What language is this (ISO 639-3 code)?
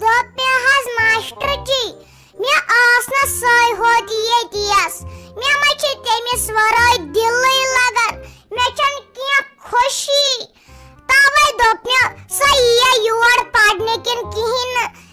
kas